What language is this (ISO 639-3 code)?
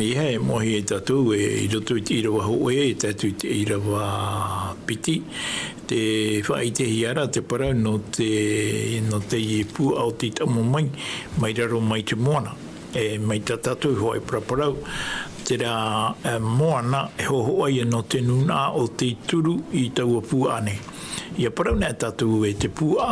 tah